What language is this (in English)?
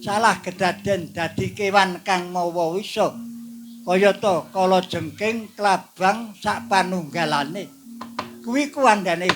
Javanese